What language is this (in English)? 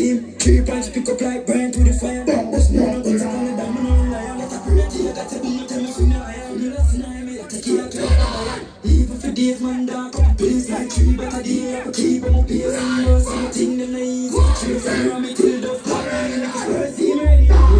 Jamaican Creole English